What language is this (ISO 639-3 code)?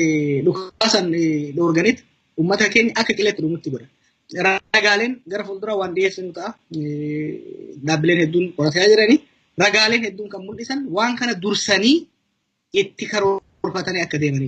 orm